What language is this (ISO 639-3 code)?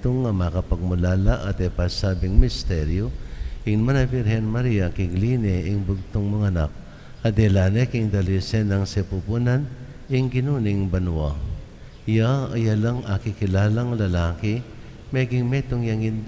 pam